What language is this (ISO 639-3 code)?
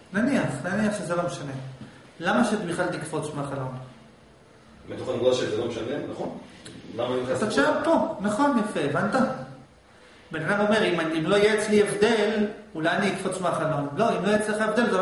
heb